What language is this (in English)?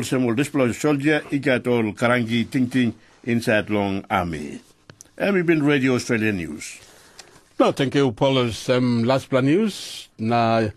Tok Pisin